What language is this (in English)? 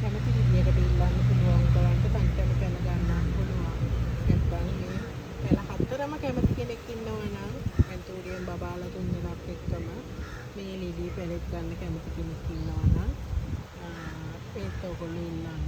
Sinhala